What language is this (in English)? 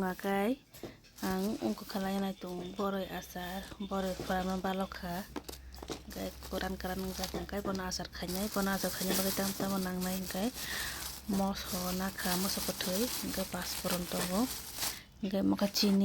Kok Borok